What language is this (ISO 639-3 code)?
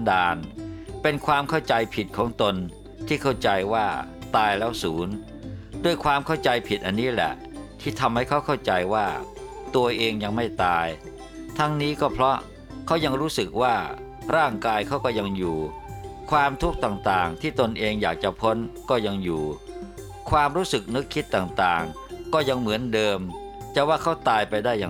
tha